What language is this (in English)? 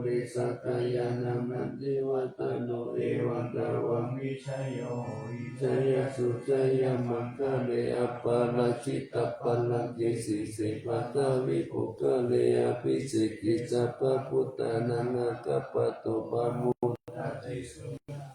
Pali